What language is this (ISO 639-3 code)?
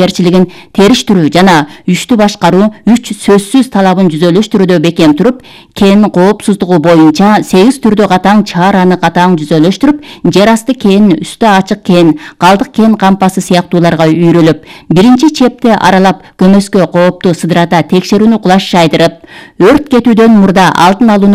kir